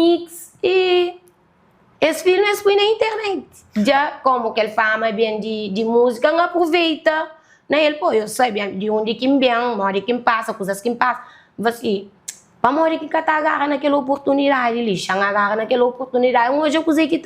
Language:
Kabuverdianu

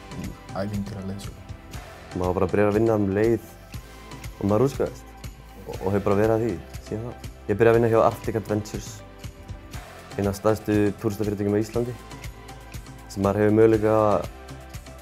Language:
Icelandic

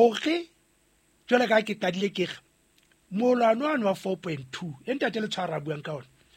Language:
Southern Sotho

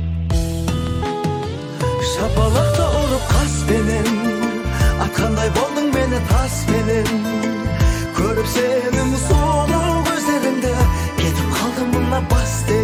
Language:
Kazakh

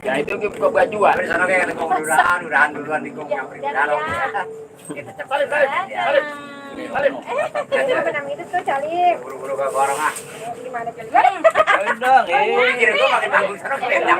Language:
Betawi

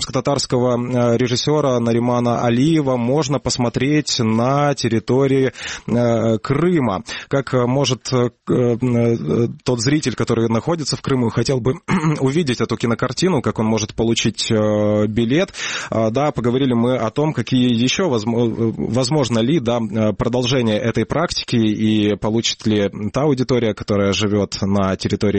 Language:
Russian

